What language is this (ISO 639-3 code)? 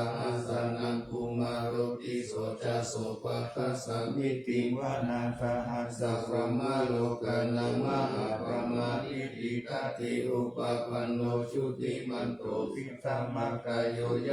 pli